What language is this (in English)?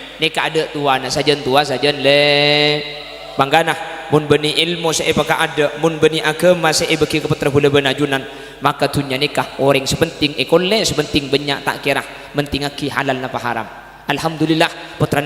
Madurese